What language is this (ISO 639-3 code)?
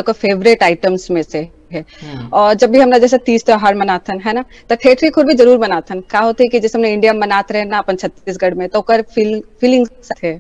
hne